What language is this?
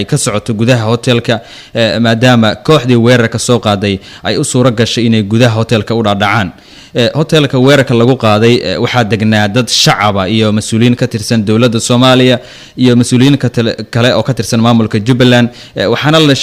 Somali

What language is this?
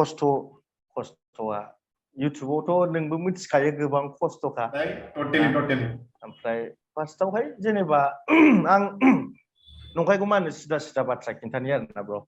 Bodo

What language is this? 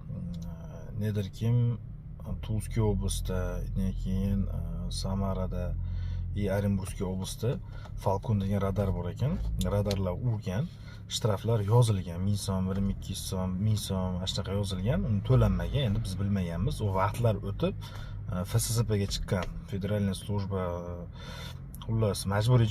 Uzbek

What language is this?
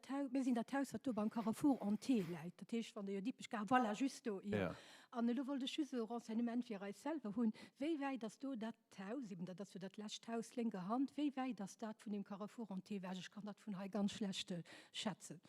Luxembourgish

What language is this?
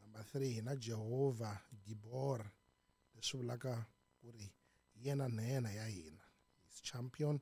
Tsonga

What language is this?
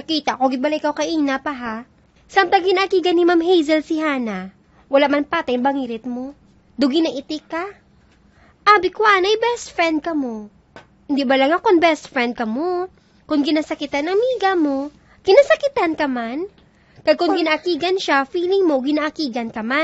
Hiligaynon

